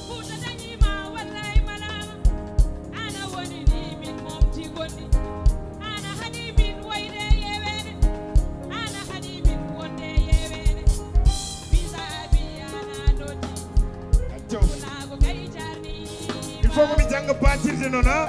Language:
Fula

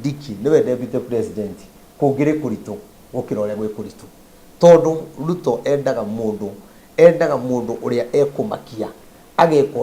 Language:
Kikuyu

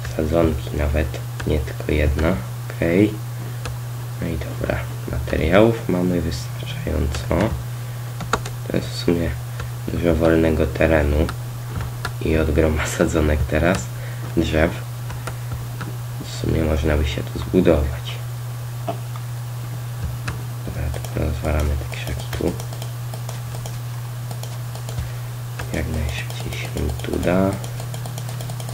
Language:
Polish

